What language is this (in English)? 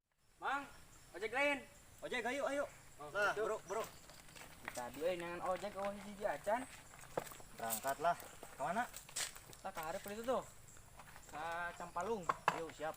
Sundanese